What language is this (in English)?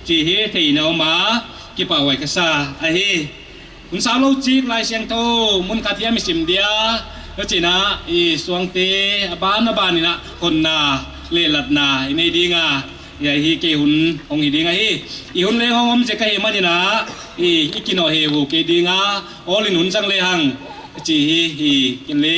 Paite Chin